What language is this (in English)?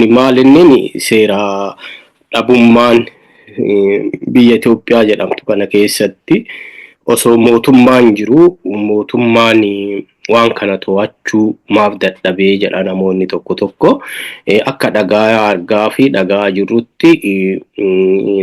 Oromo